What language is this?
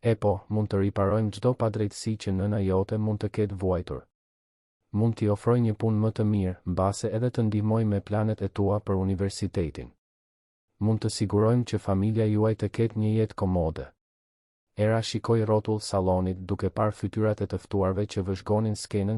Albanian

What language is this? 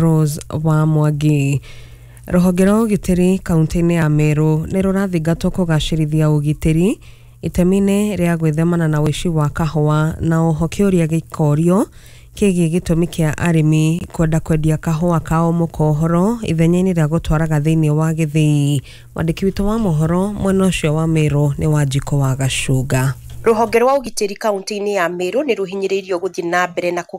Kikuyu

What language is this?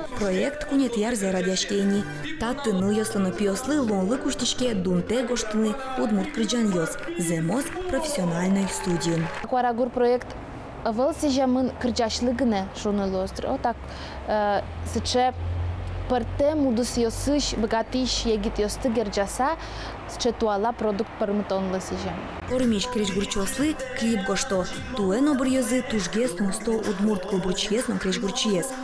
Udmurt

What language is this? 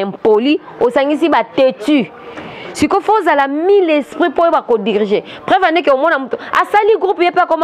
Lingala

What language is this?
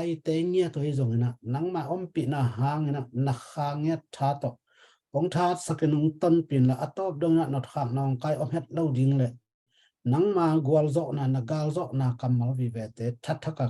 Tedim Chin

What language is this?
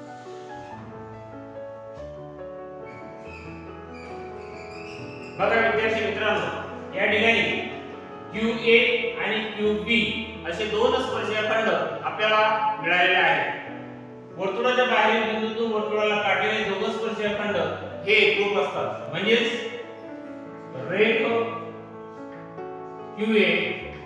Marathi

